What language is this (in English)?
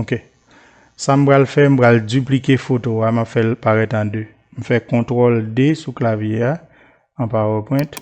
Haitian Creole